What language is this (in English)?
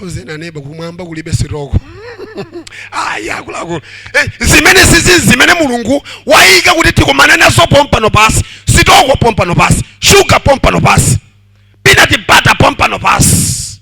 Nyanja